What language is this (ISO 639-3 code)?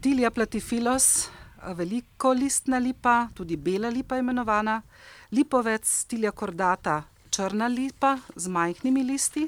slv